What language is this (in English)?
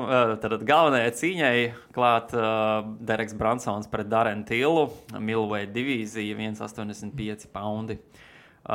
Latvian